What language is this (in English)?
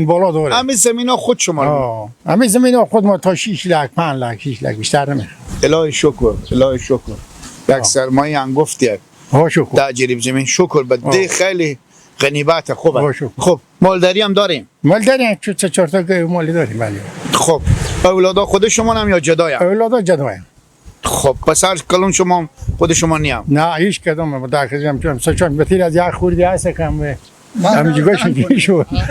Persian